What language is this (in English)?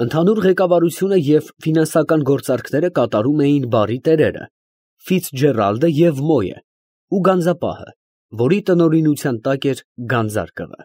Armenian